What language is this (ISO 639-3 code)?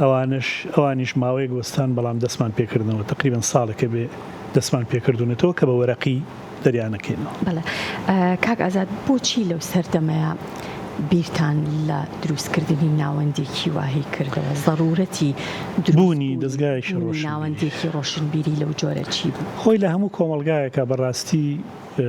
ckb